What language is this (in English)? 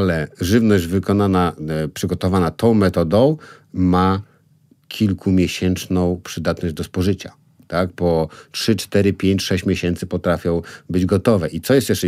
Polish